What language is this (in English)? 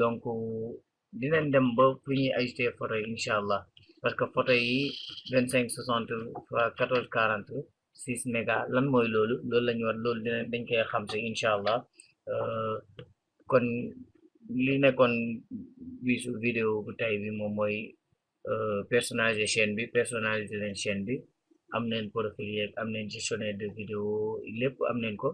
Wolof